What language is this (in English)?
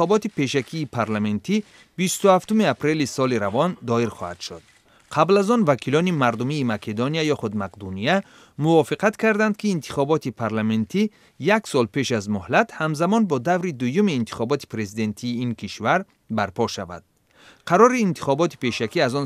Tajik